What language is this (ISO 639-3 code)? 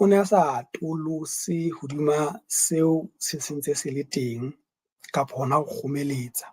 sot